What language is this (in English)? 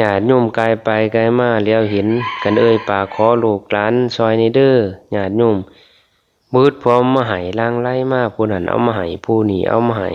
Northeastern Thai